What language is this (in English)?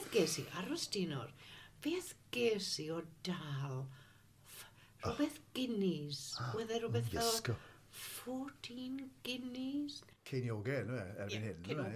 Welsh